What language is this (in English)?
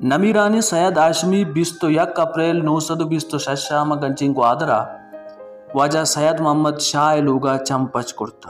Baluchi